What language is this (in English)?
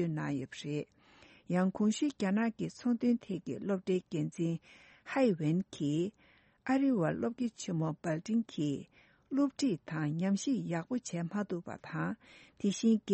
Tibetan